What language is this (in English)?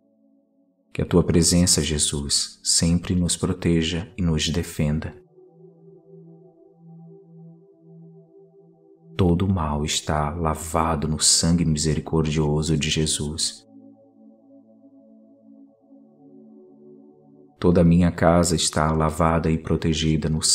Portuguese